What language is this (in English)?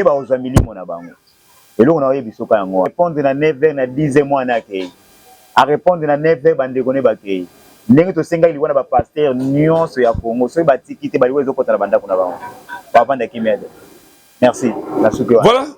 Lingala